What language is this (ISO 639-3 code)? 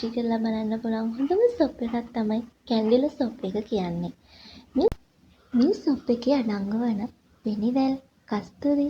sin